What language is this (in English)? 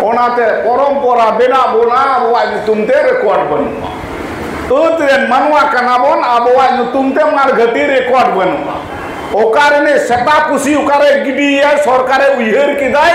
Santali